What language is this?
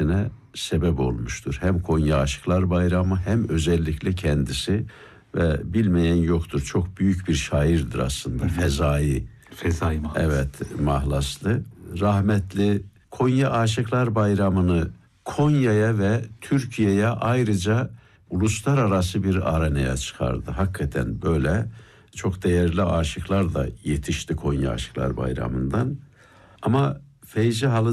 Turkish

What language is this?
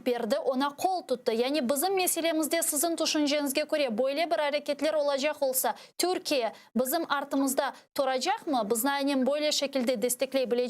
Crimean Tatar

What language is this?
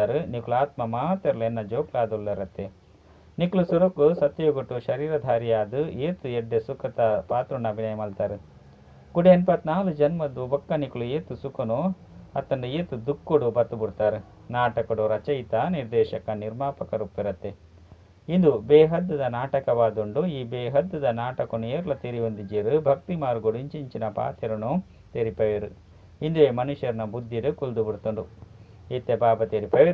Tulu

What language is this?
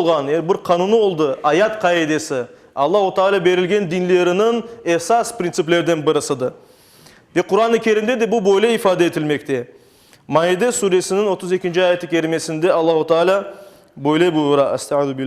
Crimean Tatar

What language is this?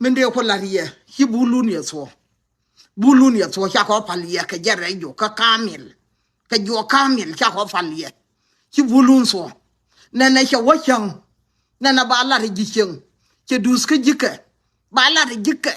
Nuer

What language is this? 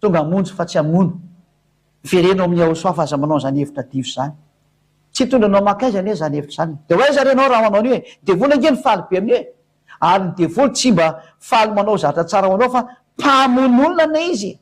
Malagasy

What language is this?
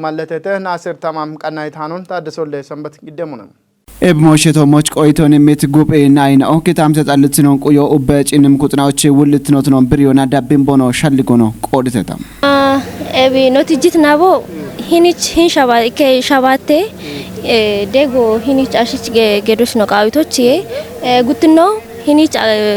Kafa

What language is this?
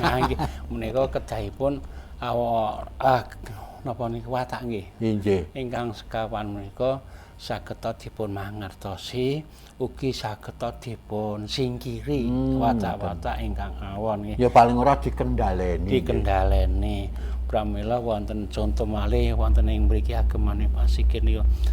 Javanese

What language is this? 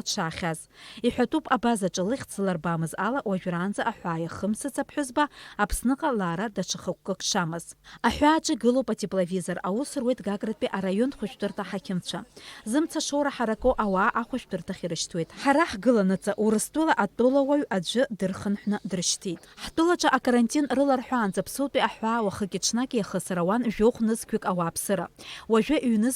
Abkhazian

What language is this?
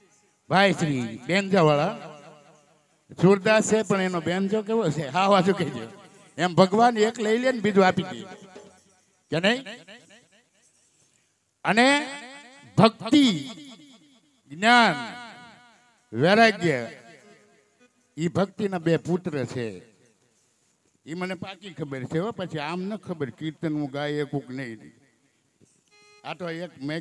Gujarati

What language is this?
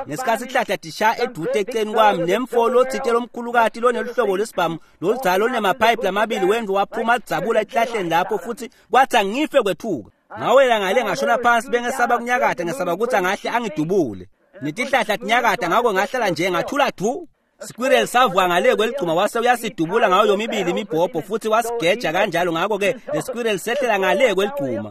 Swati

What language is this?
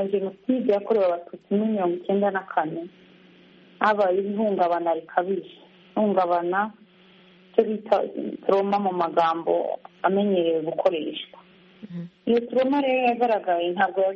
Kinyarwanda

